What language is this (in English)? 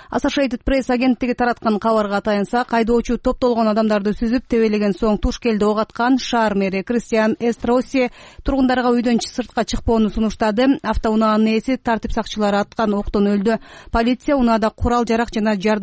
Kyrgyz